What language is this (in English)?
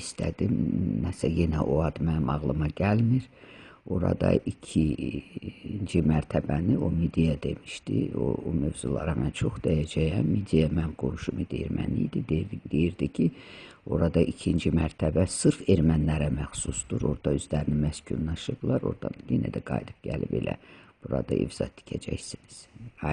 Azerbaijani